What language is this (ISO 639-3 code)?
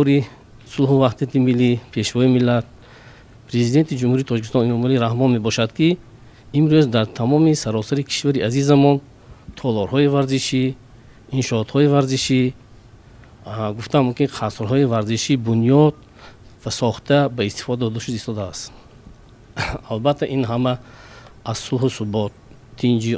tgk